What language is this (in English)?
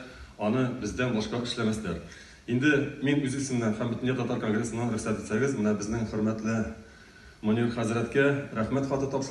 Tatar